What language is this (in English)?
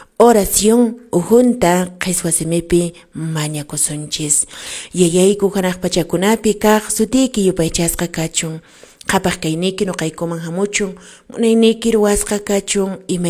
Quechua